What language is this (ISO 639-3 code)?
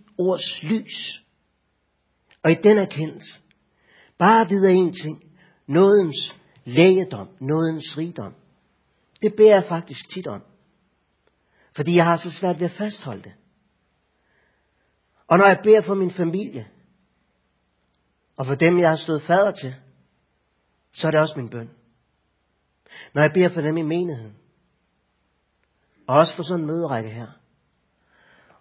dan